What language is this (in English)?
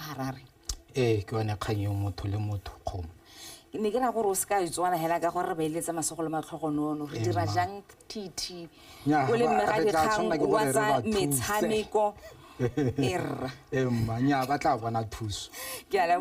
Tswana